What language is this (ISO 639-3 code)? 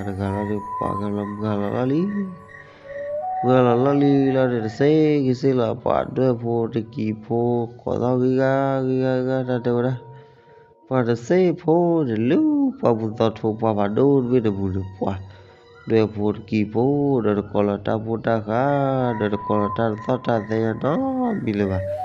ksw